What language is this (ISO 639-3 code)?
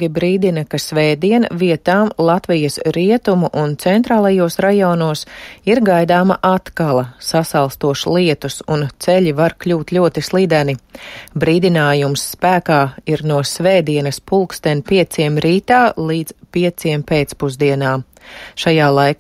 lav